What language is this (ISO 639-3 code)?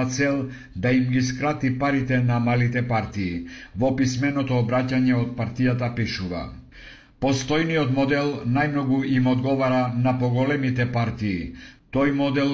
mkd